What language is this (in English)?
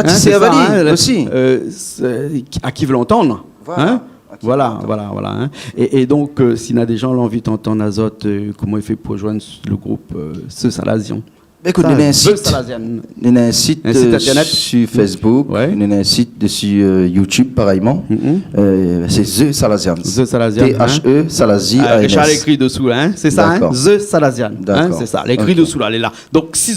Réunion Creole French